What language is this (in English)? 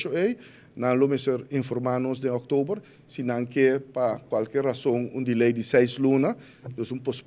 Papiamento